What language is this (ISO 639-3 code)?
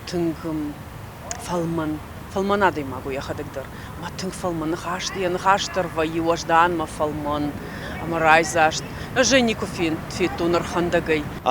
oss